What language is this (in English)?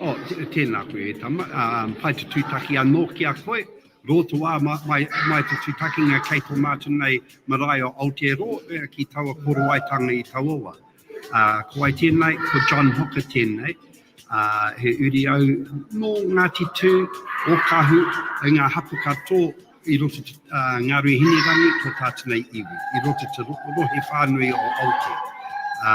Māori